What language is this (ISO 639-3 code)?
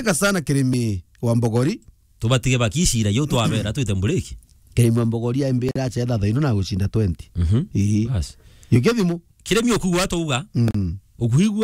mer